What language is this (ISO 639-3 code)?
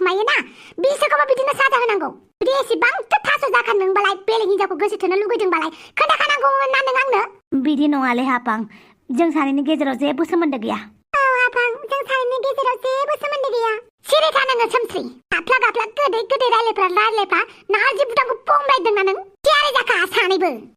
brx